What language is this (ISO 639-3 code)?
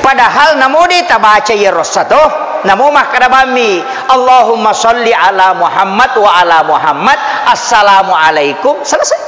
bug